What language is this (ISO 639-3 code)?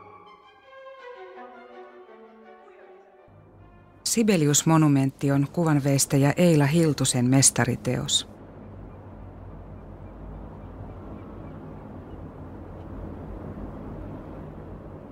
fin